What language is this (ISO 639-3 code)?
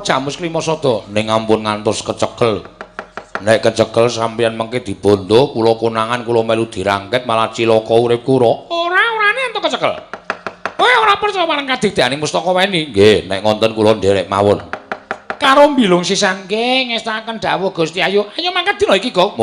jav